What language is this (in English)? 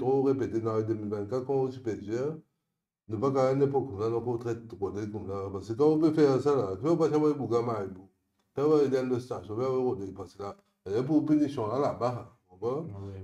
Morisyen